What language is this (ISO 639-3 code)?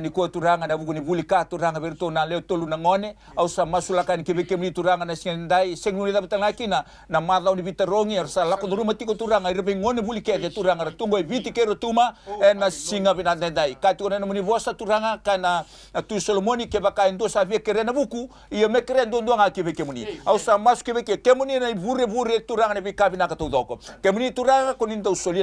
fij